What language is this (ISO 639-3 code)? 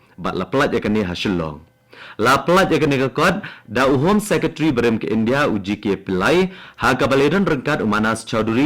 kha